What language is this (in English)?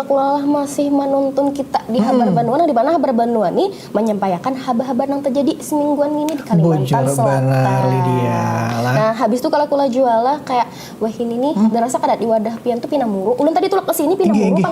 Banjar